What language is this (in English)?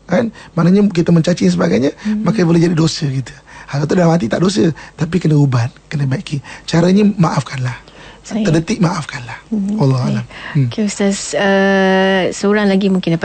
Malay